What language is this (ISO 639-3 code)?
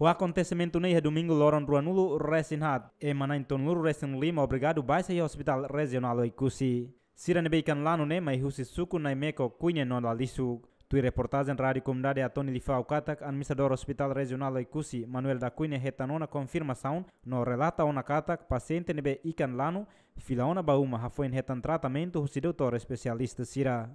tet